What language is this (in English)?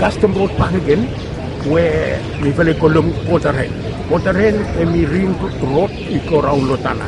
Bislama